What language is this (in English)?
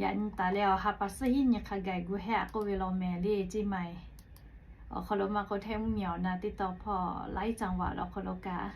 Lahu